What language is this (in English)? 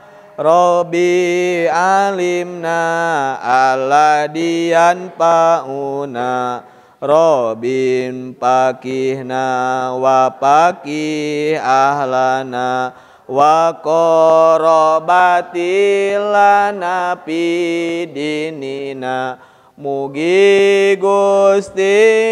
Sundanese